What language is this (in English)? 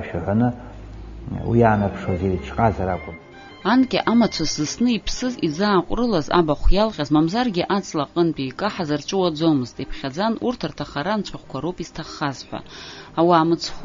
Abkhazian